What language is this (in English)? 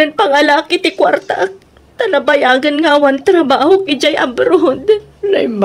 Iloko